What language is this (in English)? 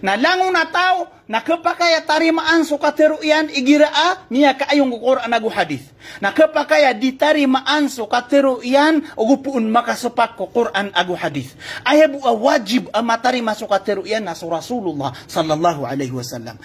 Maranao